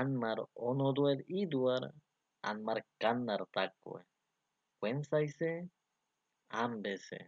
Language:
San Blas Kuna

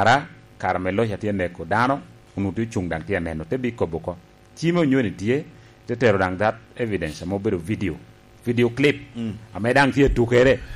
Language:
Lango (Uganda)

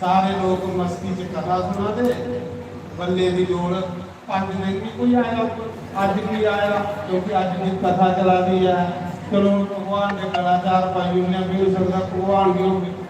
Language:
Dogri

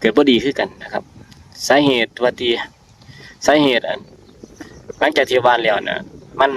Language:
Lao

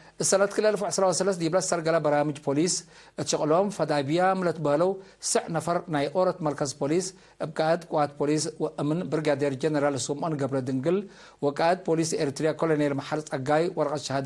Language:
Tigre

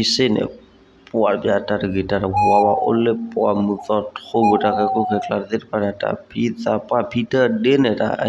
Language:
S'gaw Karen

